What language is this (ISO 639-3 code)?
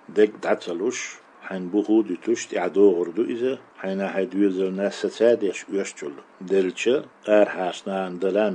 che